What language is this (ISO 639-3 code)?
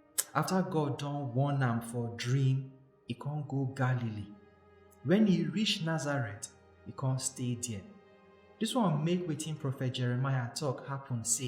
pcm